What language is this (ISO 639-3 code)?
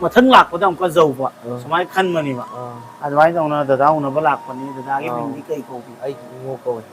mni